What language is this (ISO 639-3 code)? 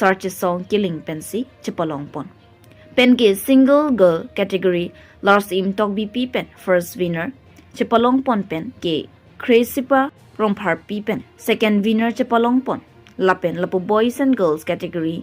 mjw